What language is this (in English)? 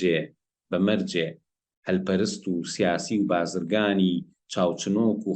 Central Kurdish